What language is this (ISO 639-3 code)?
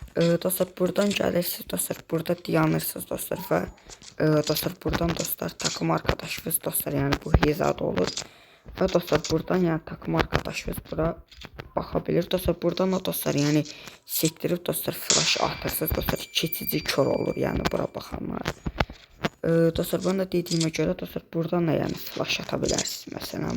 aze